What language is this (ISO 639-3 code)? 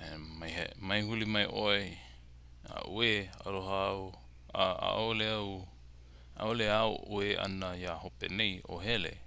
haw